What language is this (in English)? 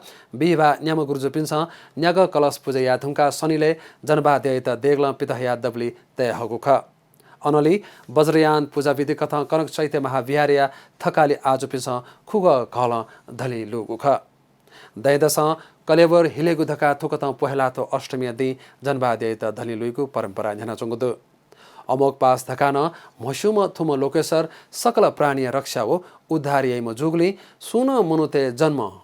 Newari